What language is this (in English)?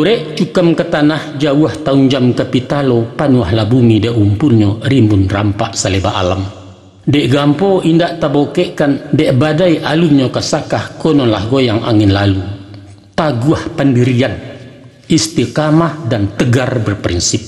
Minangkabau